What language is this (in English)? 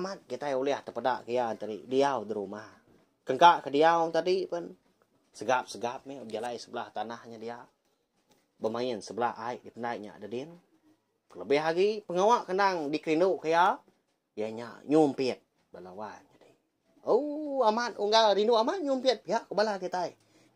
Iban